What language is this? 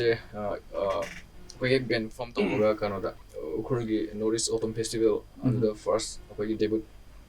Manipuri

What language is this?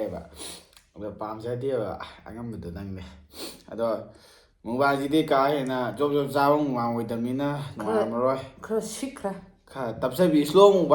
Manipuri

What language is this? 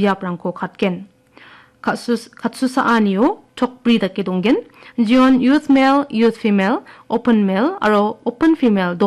Garo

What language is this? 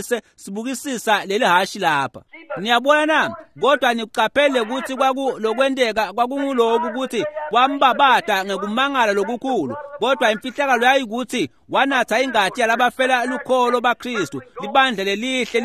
Swati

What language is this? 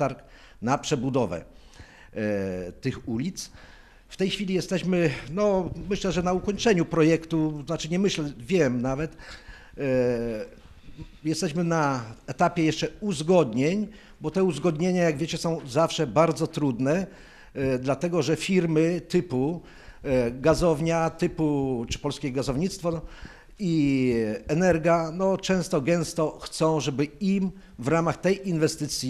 Polish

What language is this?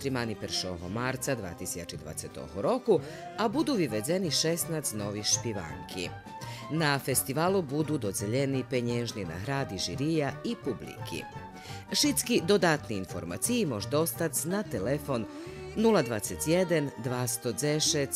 Rusyn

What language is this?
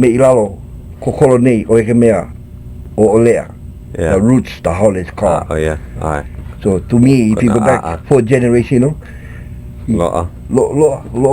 Hawaiian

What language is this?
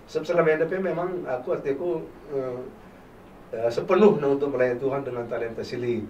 Batak Karo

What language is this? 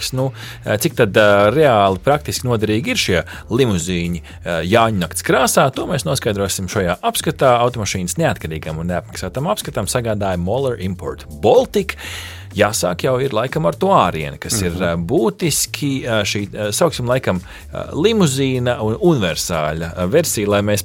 Latvian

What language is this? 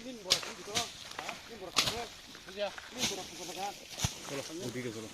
Kok Borok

